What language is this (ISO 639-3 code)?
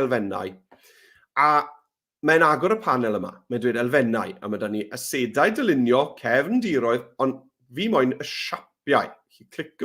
cym